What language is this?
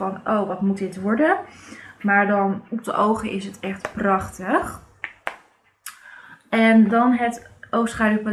Dutch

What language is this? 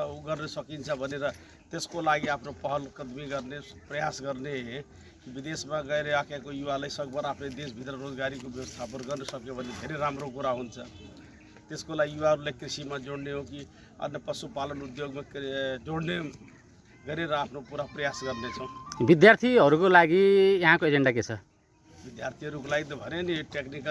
Nepali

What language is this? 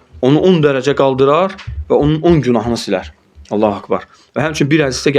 Azerbaijani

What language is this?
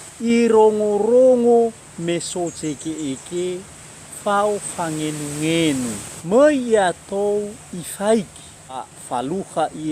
Nias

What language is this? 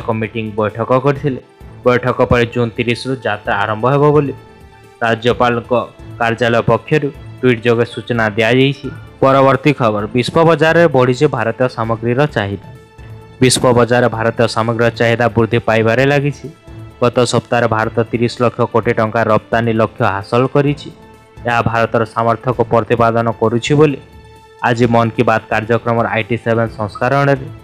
Odia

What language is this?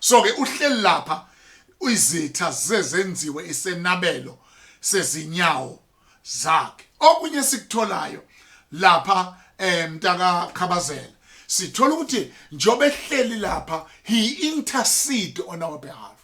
Zulu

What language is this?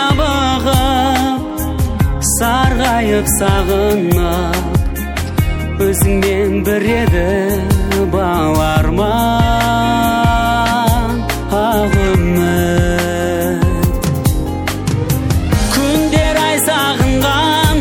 Kazakh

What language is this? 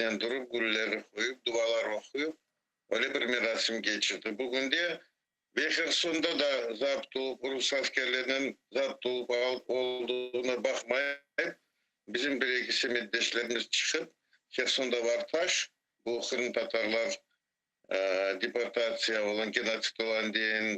Crimean Tatar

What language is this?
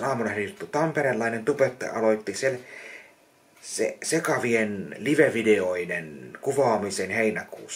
Finnish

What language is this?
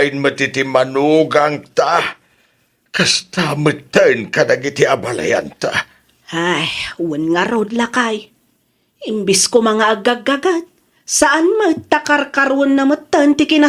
Iloko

